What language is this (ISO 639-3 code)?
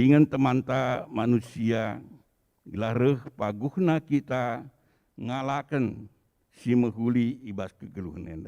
btx